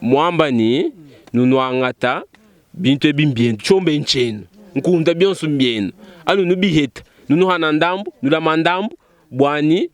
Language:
Luba-Lulua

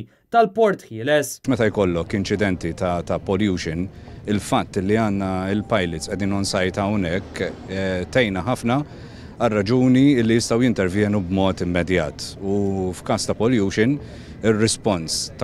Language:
Maltese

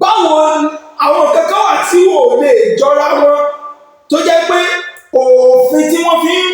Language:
Yoruba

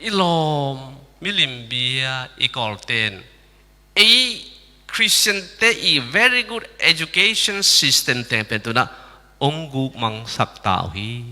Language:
Tedim Chin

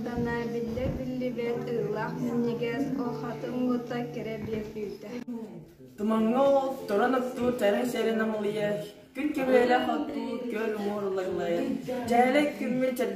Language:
Yakut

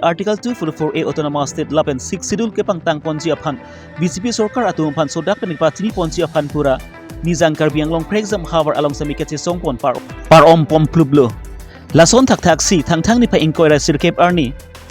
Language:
Karbi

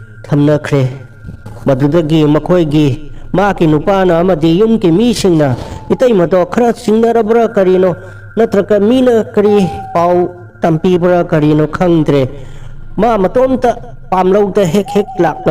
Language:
Manipuri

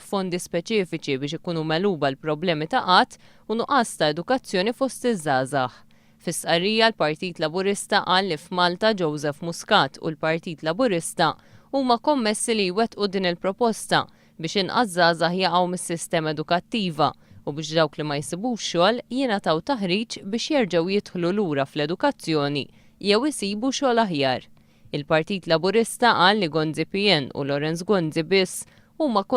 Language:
Maltese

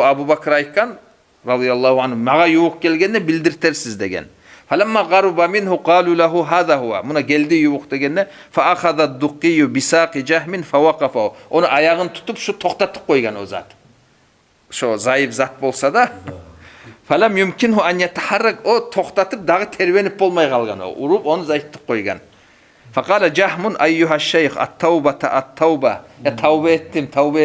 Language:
Kumyk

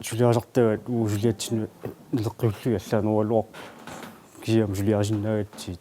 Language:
Kalaallisut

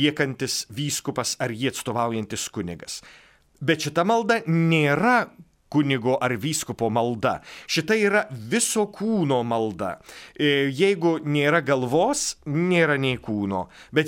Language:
Lithuanian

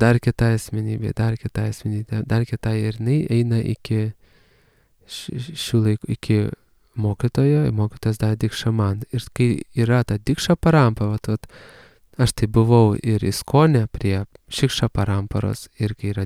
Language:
Lithuanian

